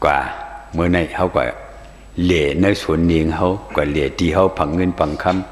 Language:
Shan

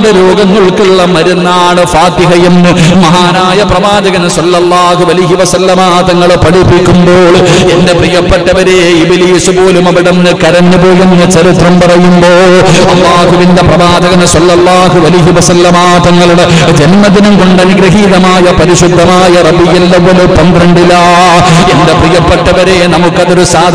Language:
Malayalam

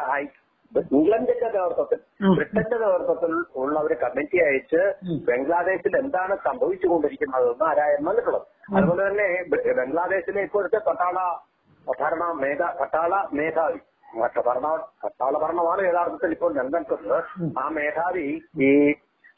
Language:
Malayalam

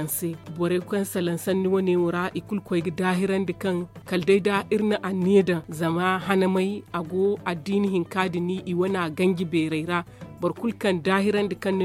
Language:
Zarma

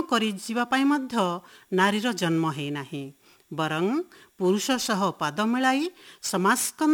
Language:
Odia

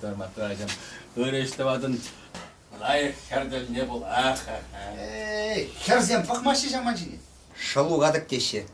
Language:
Chuvash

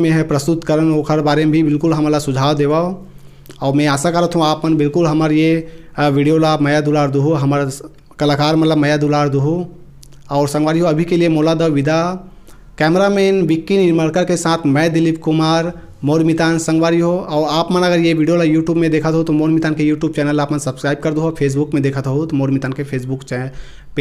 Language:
Chhattisgarhi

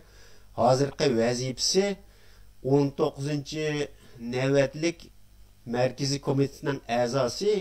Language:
Uyghur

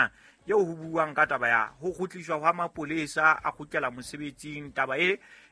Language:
Southern Sotho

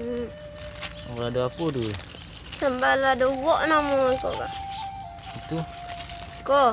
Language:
Minangkabau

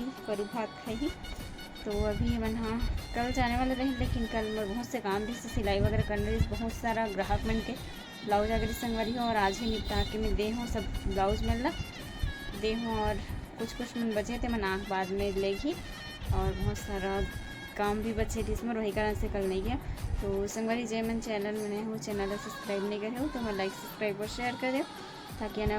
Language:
Chhattisgarhi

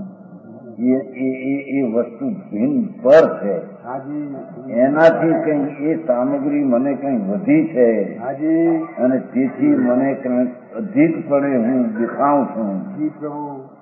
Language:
Gujarati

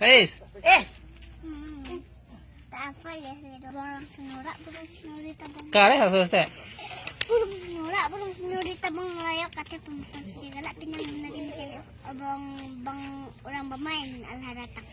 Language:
Minangkabau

